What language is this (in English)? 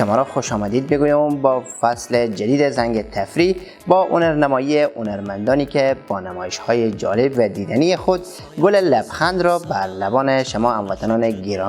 Persian